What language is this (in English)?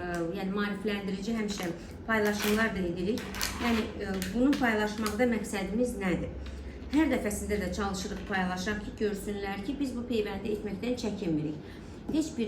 Azerbaijani